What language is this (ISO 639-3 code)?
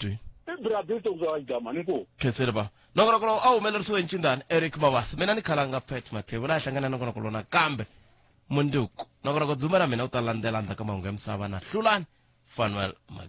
tso